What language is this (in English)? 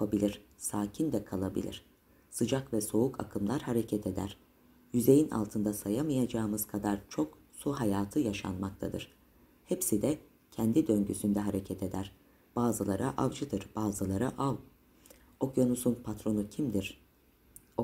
Turkish